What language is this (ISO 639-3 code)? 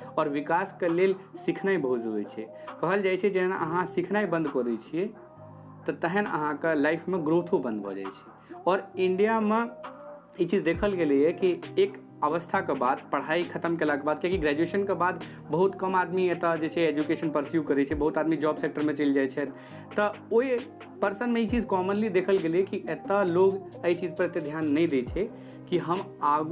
mai